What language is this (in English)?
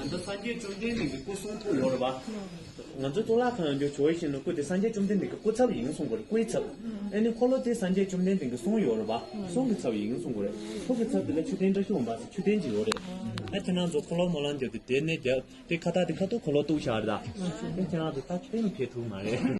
Tibetan